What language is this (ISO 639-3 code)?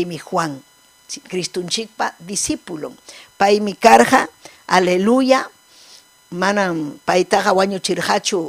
quy